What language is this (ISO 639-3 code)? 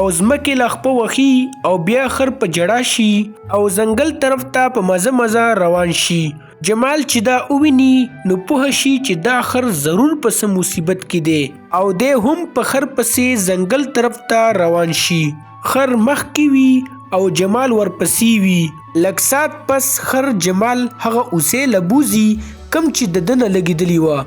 pus